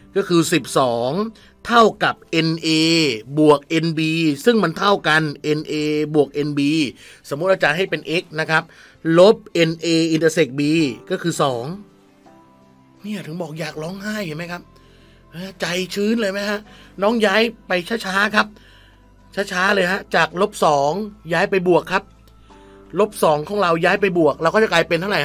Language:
Thai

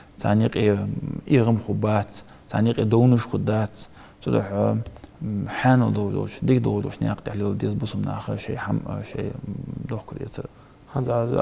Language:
Ingush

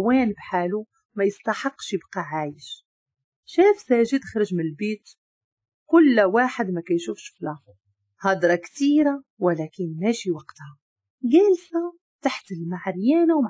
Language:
Moroccan Arabic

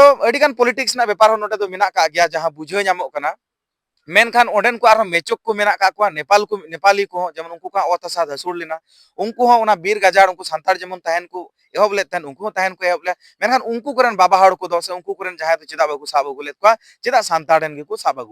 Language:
Santali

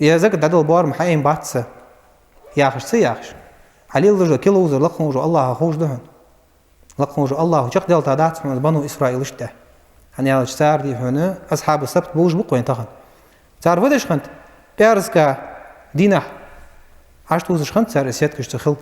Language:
Ingush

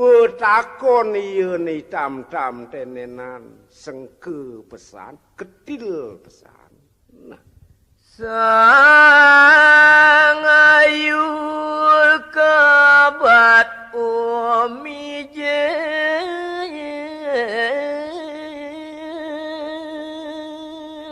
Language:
Balinese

